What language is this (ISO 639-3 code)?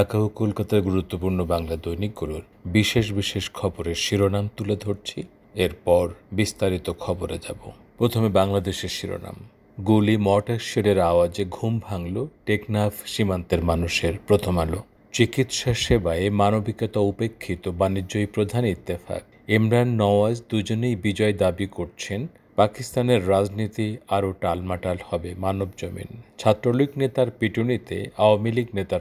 ben